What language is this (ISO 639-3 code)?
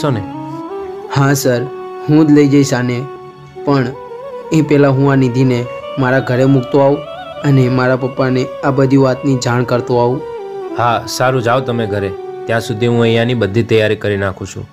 guj